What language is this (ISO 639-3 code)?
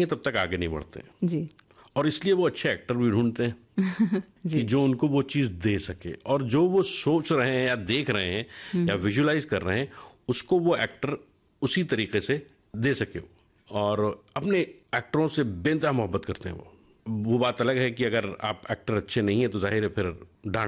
hin